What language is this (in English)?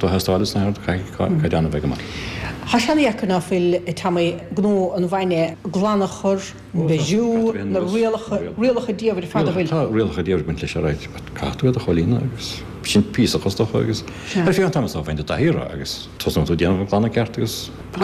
Irish